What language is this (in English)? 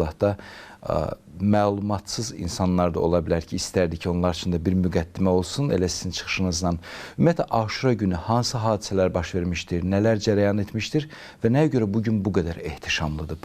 Azerbaijani